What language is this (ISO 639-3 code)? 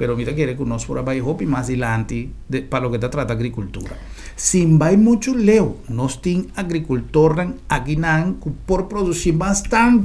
pap